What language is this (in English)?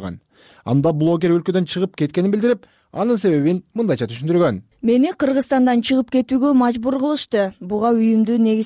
Kyrgyz